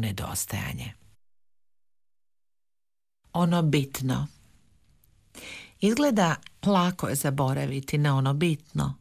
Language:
Croatian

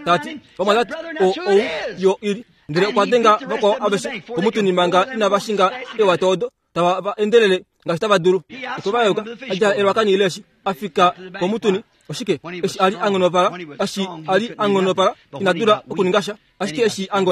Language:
Kuanyama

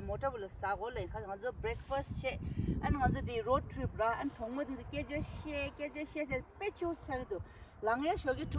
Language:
Tibetan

